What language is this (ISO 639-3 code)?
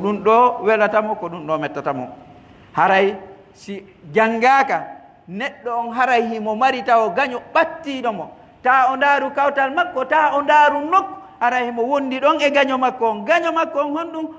fuf